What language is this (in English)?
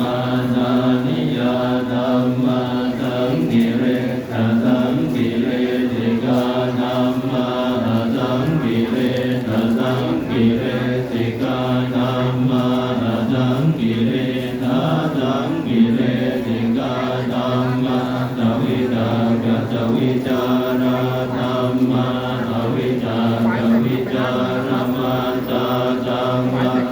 Pali